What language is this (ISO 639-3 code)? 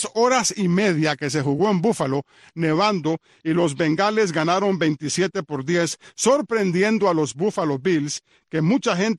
spa